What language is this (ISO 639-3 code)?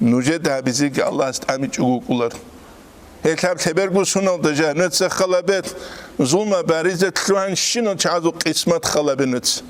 ava